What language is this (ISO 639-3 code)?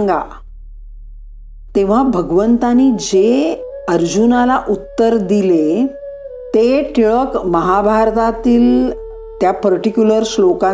mar